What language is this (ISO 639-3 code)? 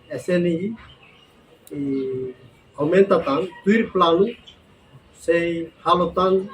tet